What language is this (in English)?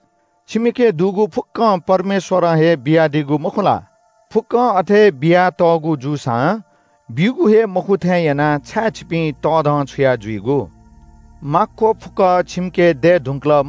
Newari